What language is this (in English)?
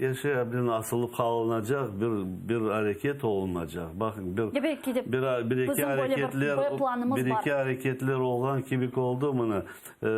Crimean Tatar